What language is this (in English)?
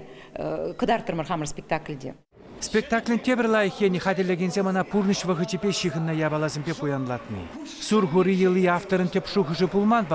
Chuvash